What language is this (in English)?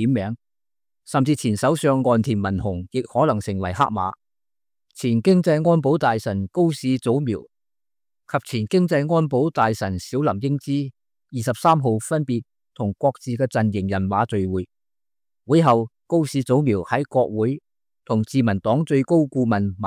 Cantonese